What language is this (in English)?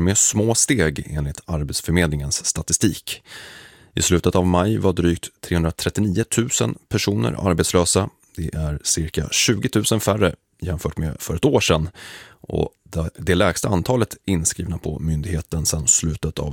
Swedish